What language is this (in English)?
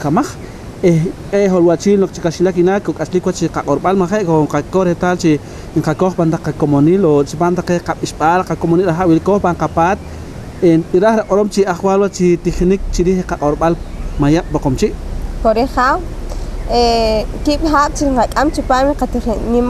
Poqomchi'